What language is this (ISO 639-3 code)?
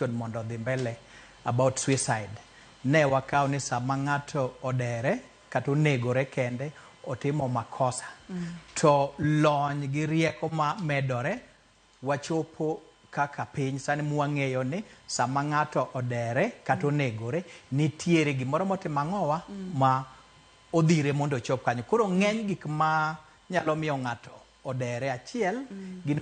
luo